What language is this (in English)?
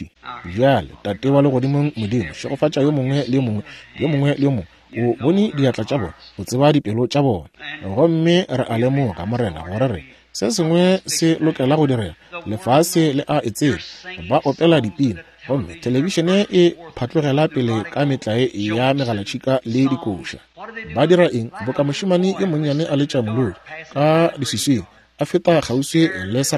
Northern Sotho